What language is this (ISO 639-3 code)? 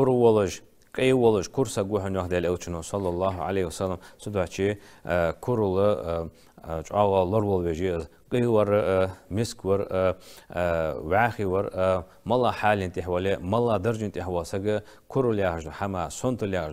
inh